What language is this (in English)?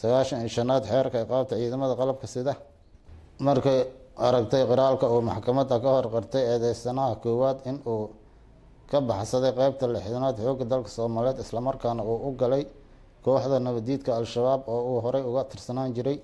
Somali